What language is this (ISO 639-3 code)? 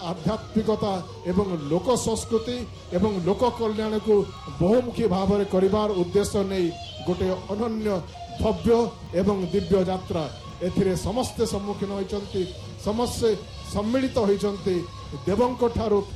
ori